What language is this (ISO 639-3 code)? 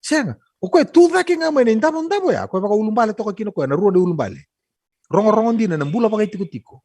fij